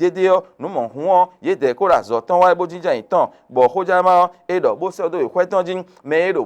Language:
Fon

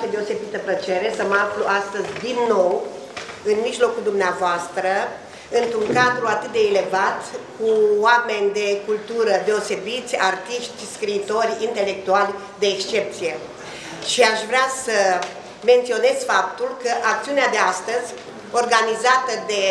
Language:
Romanian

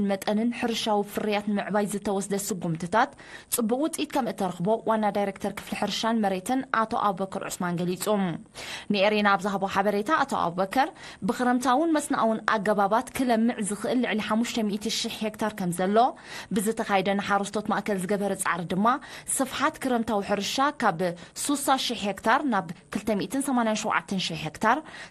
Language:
Tigrinya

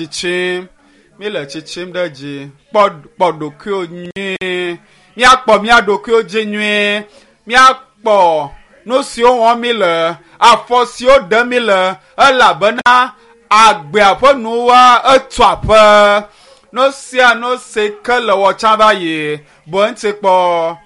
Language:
Ewe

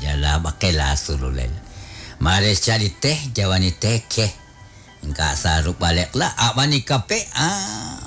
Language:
Kekchí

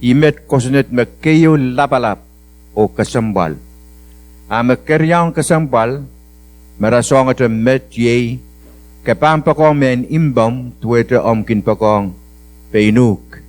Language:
Pohnpeian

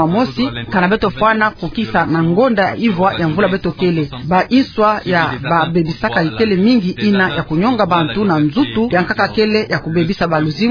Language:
Kituba (Democratic Republic of Congo)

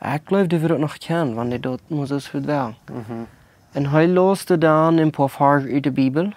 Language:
Plautdietsch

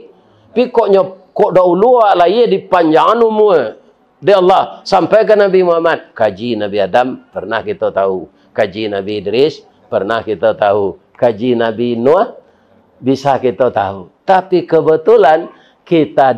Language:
Minangkabau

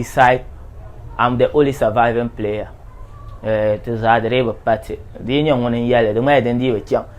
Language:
Dagbani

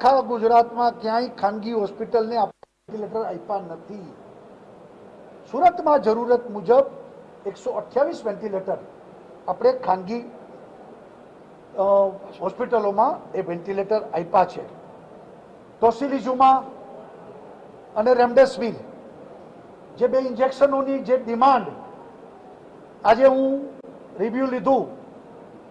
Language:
Gujarati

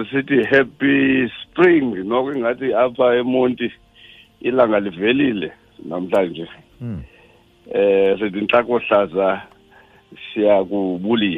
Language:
Xhosa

